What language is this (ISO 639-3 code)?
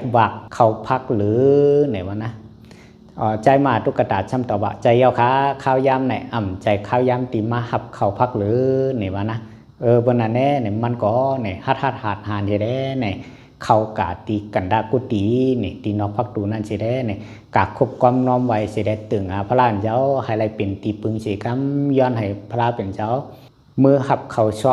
shn